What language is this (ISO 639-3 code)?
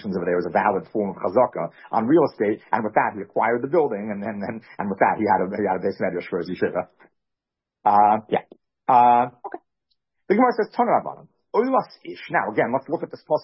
eng